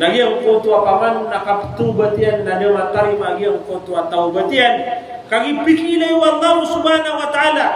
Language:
Maranao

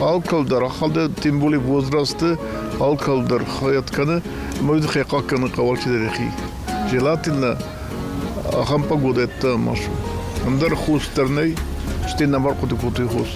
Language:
Ossetic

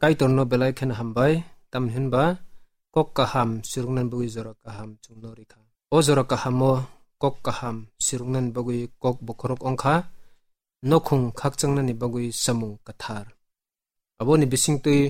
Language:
Kok Borok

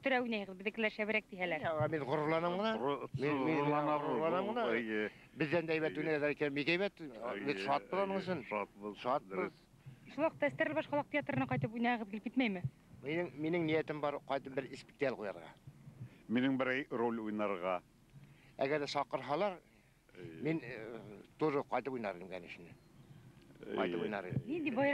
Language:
Bashkir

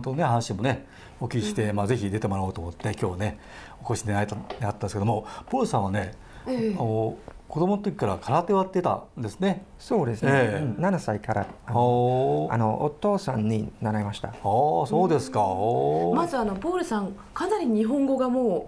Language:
Japanese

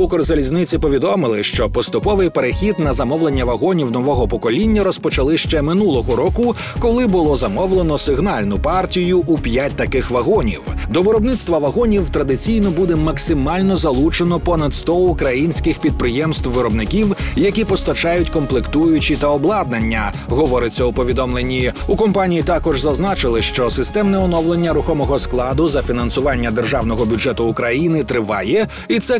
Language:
Ukrainian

